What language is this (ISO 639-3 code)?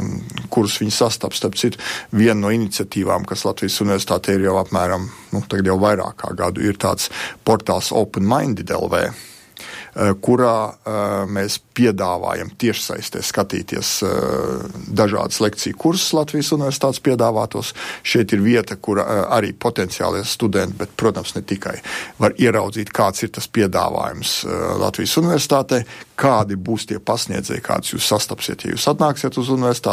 lav